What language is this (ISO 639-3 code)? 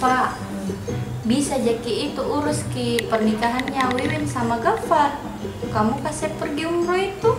mfp